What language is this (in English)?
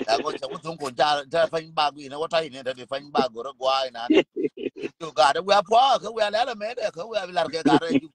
Nuer